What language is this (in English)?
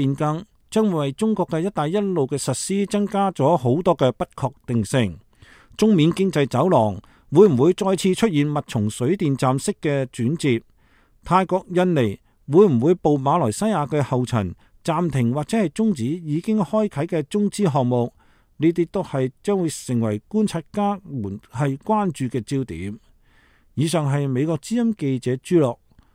Cantonese